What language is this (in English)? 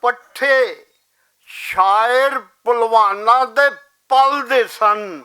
Western Panjabi